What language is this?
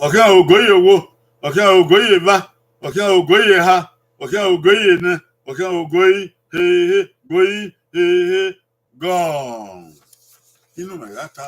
Bini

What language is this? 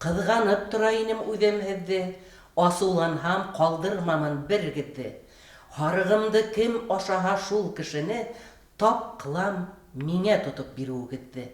Bashkir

